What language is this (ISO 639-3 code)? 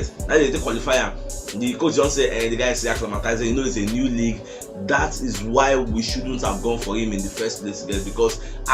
pcm